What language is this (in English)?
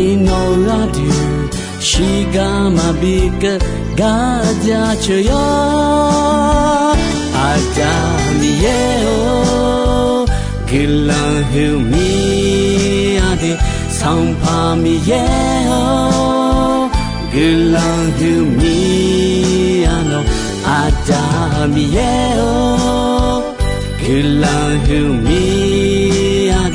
Akha